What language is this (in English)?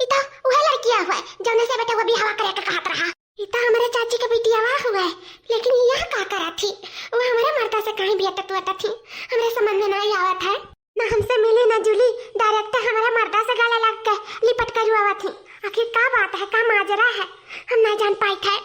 Awadhi